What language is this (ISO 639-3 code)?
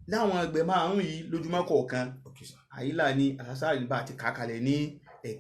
yor